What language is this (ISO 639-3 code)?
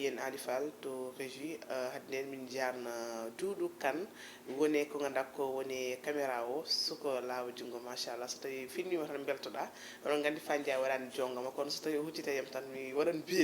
ful